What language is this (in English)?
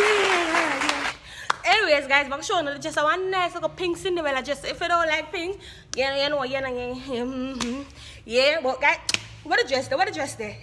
Jamaican Creole English